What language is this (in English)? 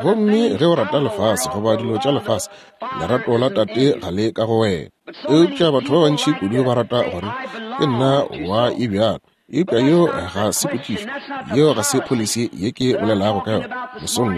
Northern Sotho